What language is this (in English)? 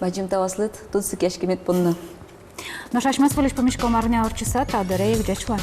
Udmurt